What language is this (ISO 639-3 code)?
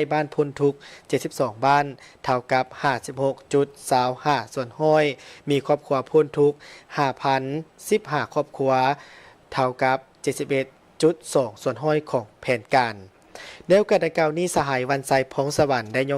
lao